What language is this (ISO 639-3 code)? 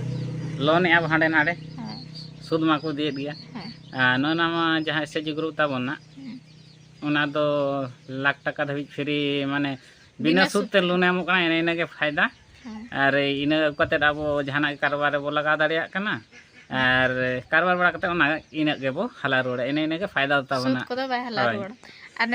sat